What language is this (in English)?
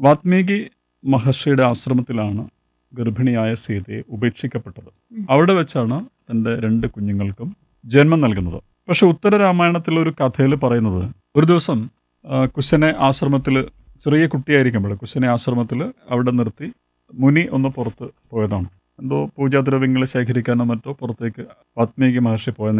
Malayalam